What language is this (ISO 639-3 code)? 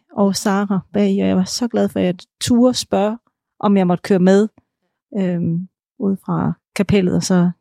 dan